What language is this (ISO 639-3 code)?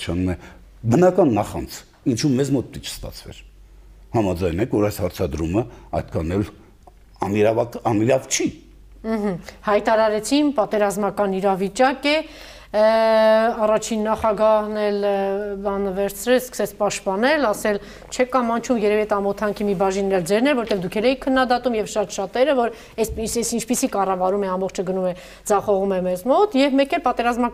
hye